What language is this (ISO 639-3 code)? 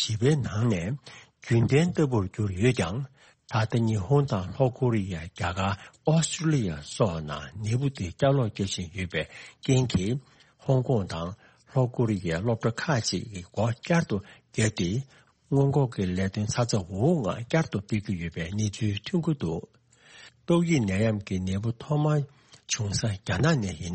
bod